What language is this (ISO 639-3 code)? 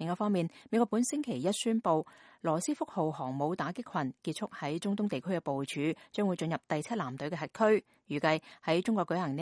yue